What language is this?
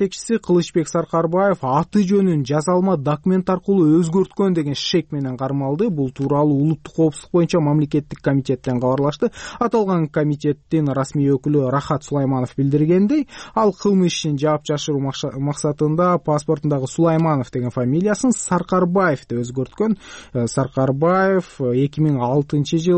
Kyrgyz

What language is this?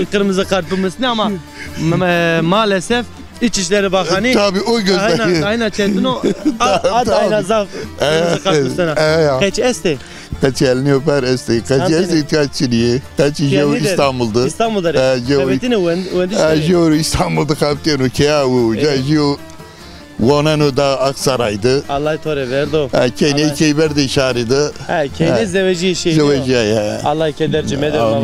Zaza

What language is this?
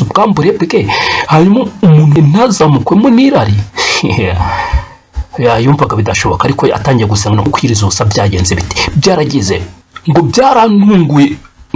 Kinyarwanda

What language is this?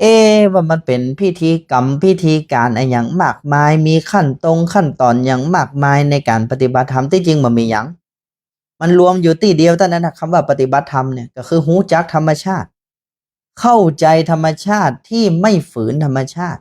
Northern Thai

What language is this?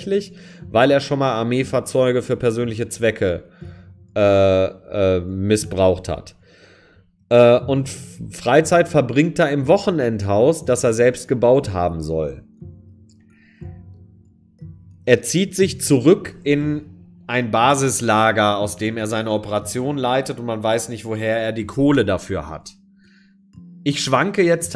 German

